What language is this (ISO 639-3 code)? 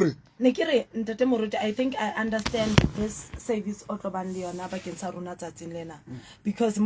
sot